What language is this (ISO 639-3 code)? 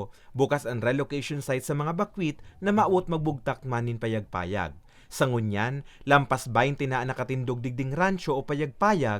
bik